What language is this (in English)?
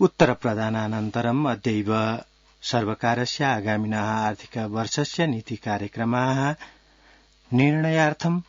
Sanskrit